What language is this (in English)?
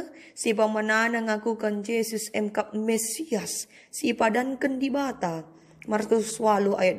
Batak Karo